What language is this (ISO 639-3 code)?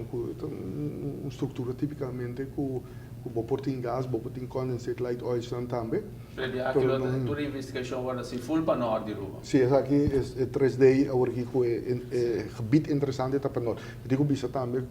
pap